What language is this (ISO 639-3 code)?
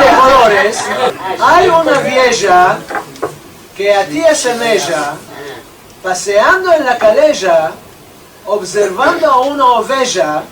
lad